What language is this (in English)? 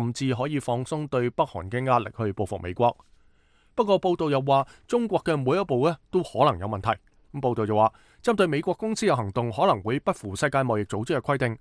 Cantonese